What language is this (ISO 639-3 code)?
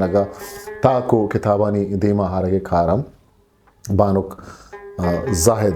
bgp